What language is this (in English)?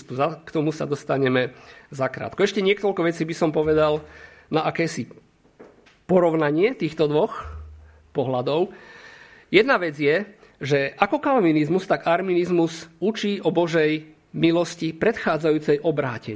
Slovak